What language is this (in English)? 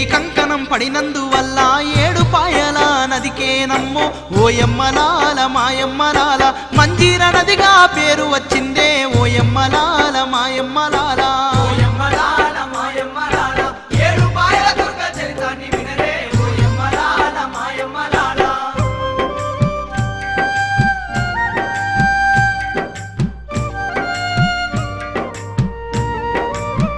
Telugu